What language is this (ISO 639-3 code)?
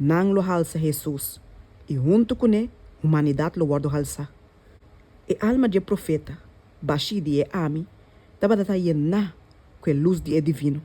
pap